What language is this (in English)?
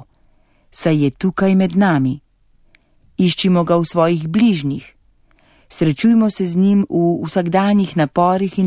Slovenian